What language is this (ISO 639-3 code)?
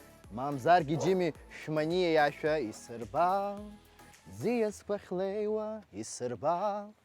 abk